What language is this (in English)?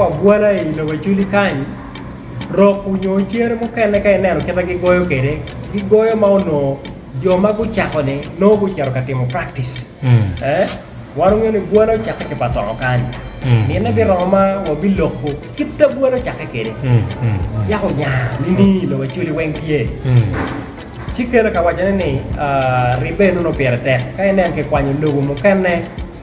Acoli